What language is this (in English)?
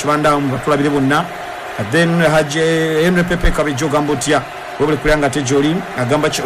Ganda